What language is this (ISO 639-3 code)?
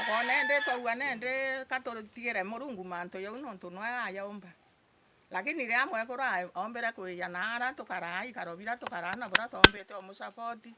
mer